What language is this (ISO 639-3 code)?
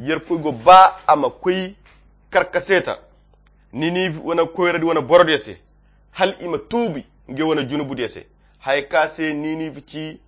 khq